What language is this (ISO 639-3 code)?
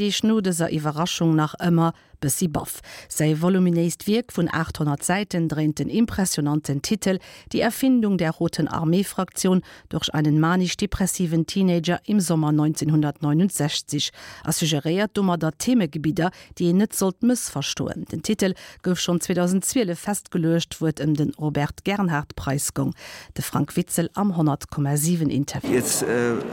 ltz